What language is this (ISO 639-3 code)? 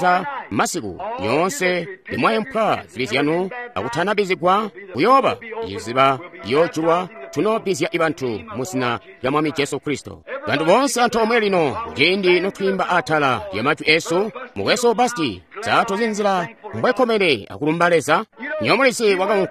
toi